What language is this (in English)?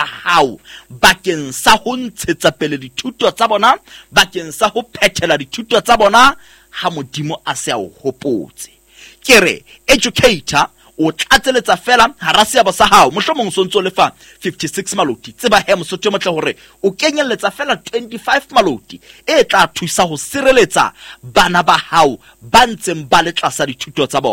Southern Sotho